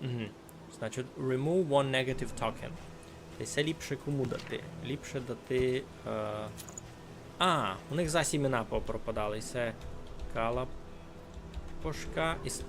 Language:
Rusyn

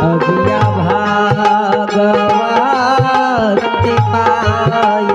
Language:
Angika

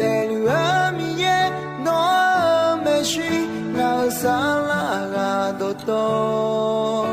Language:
Akha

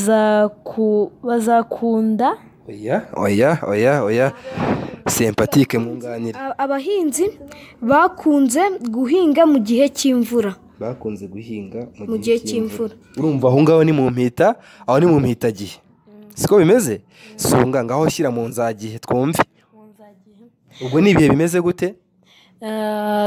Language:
Kinyarwanda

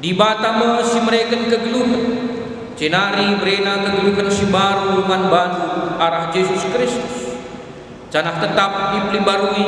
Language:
Batak Karo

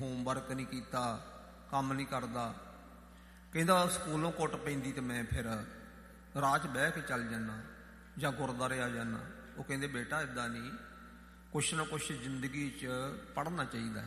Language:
Punjabi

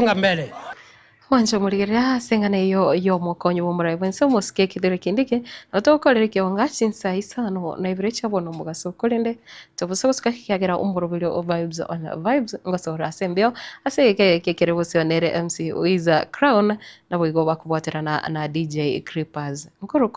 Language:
Gusii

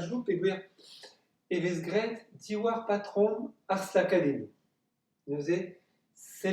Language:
Breton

